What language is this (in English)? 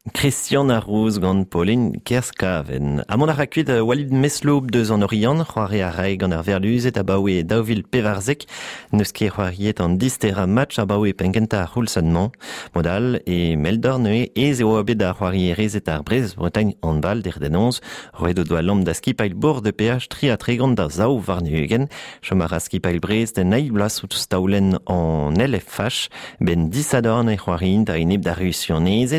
Breton